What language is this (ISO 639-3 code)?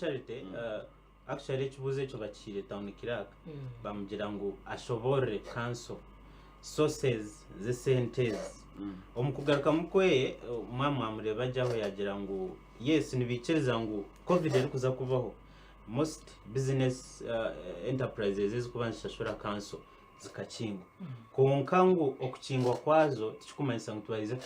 nyn